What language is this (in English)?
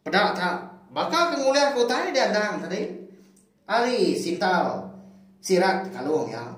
Iban